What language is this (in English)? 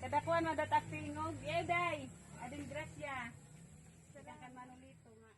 Waray